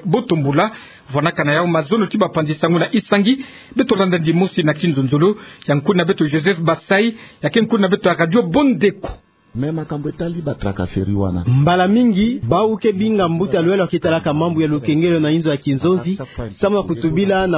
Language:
Kituba (Democratic Republic of Congo)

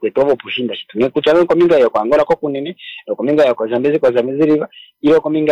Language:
Kuanyama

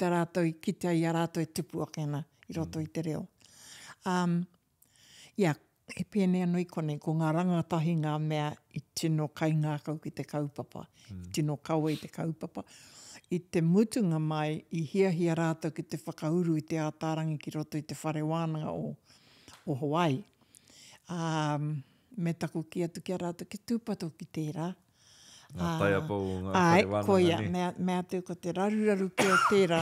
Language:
Māori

